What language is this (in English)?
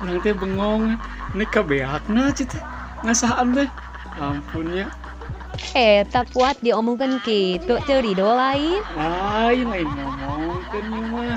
Sundanese